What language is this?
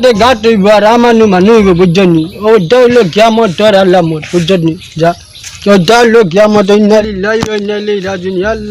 Sylheti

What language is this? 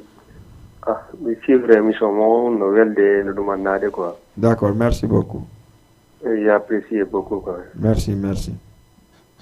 Fula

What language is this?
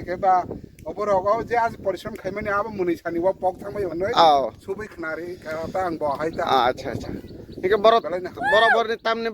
Kok Borok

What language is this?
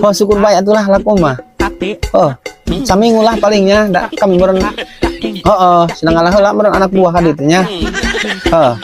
Sundanese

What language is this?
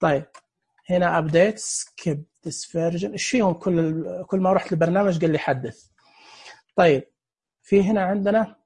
Najdi Arabic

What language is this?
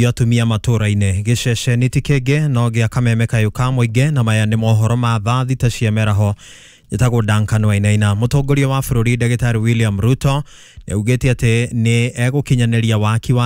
Kikuyu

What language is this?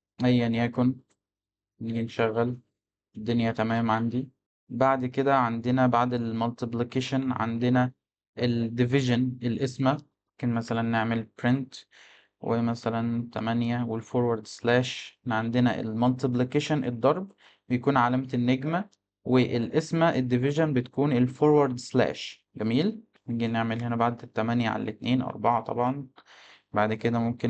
Egyptian Arabic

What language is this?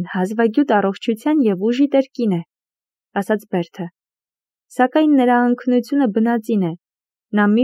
Armenian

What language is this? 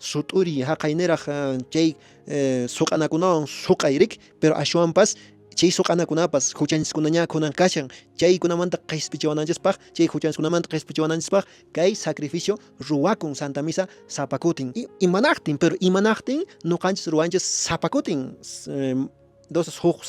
Quechua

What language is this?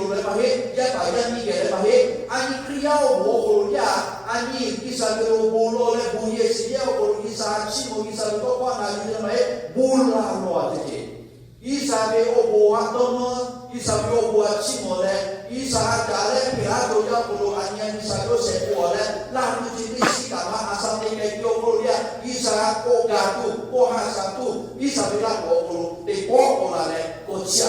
Lahu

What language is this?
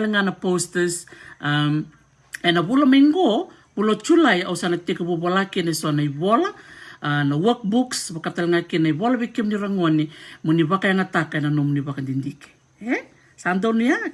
Fijian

